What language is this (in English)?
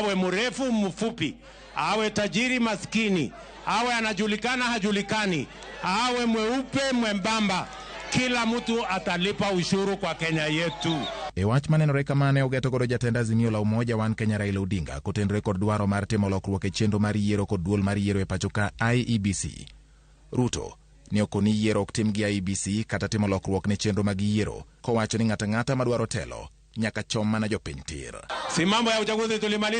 Luo (Kenya and Tanzania)